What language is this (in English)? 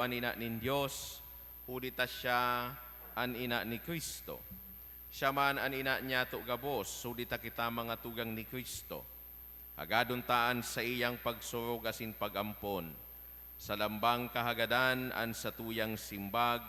Bikol